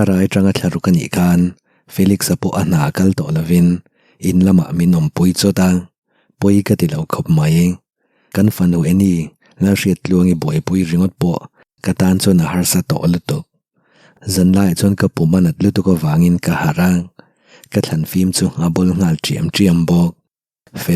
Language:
Mizo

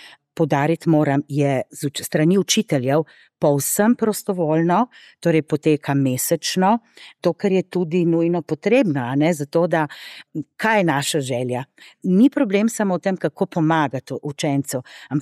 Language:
Slovenian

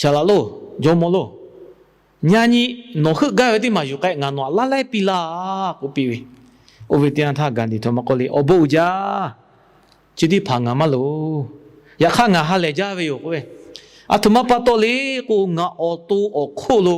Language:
Lahu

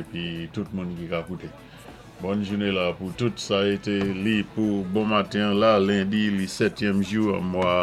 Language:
Saint Lucian Creole French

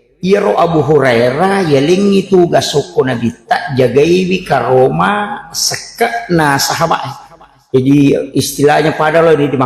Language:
Buginese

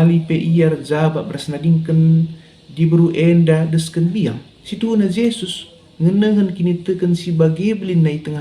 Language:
Batak Karo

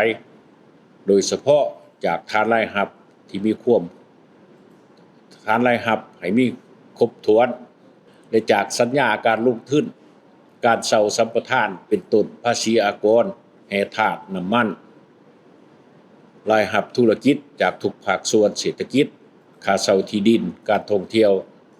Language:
Lao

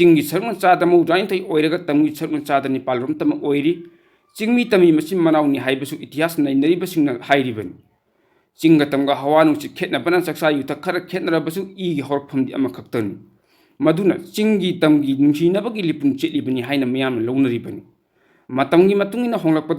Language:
Manipuri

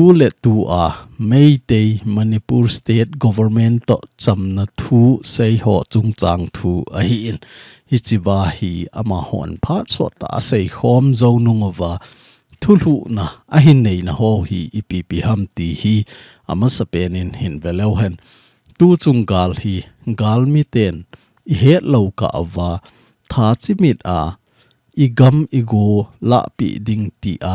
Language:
Thado Chin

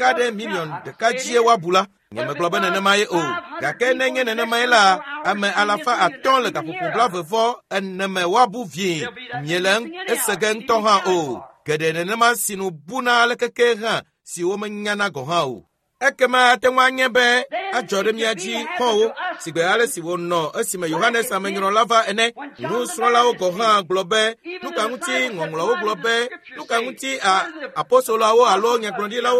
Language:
Ewe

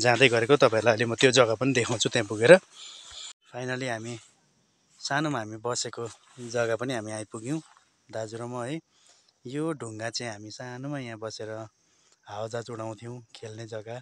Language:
Nepali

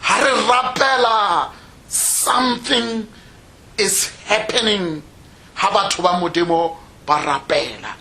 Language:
Tswana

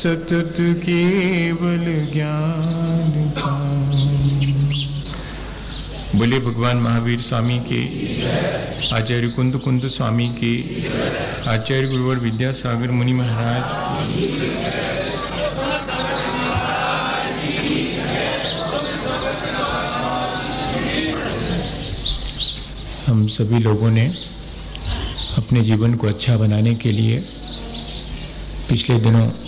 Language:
Hindi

